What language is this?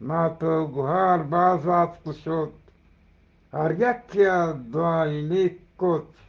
Eastern Balochi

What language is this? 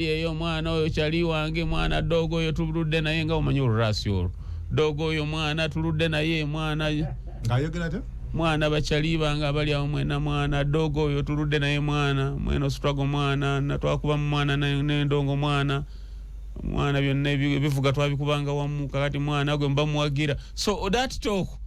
Ganda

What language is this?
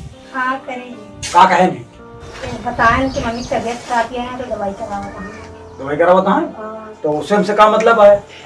Awadhi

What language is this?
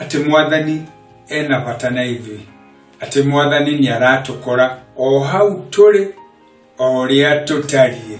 Kikuyu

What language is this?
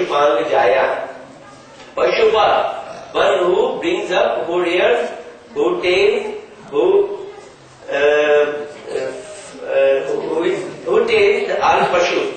English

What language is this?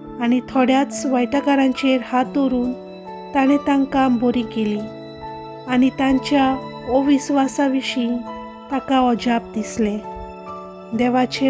Konkani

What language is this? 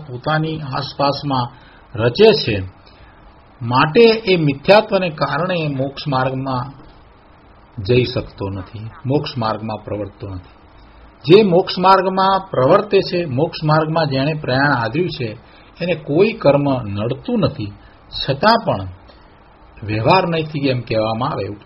Gujarati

